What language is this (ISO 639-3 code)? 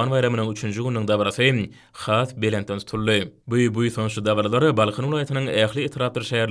tuk